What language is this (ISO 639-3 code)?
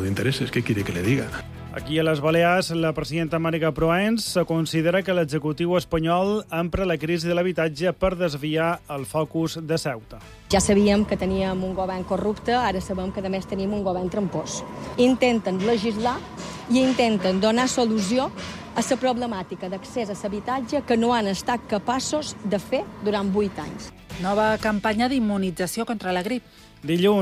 cat